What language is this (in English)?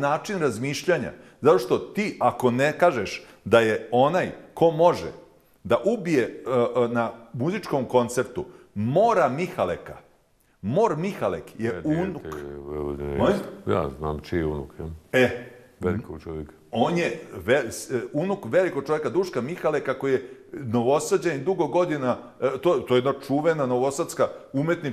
Bosnian